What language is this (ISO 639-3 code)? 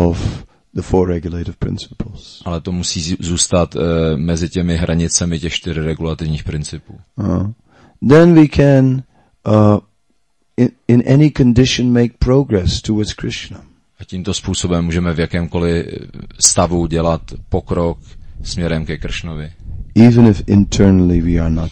ces